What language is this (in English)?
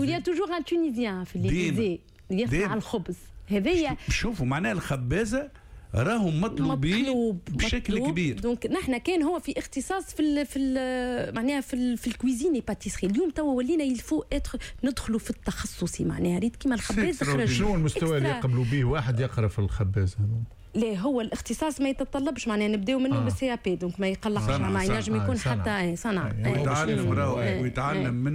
Tunisian Arabic